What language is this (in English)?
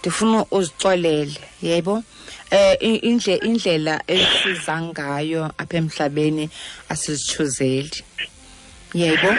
Xhosa